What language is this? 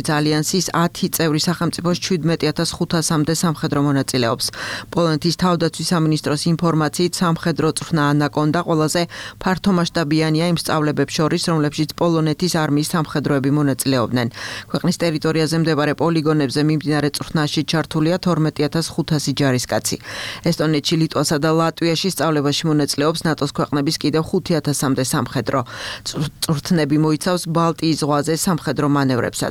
Georgian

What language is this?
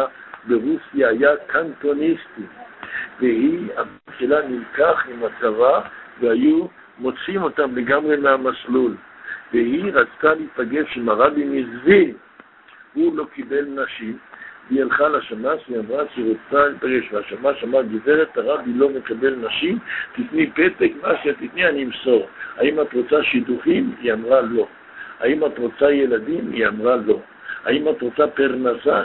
Hebrew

